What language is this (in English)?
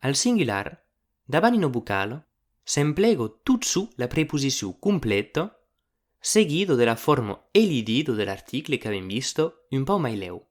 Occitan